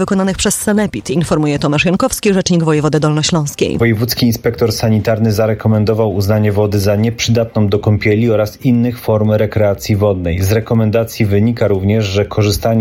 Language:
Polish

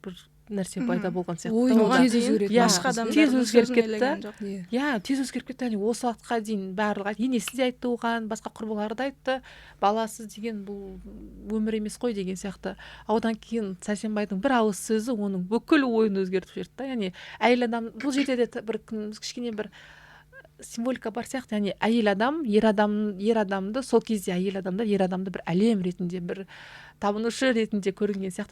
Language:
Kazakh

